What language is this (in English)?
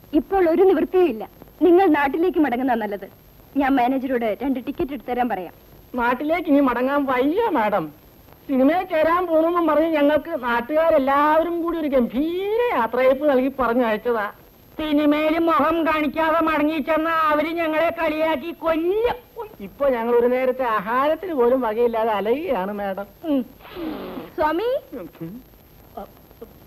Malayalam